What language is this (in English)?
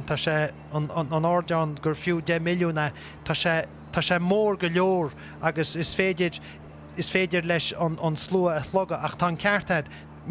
Irish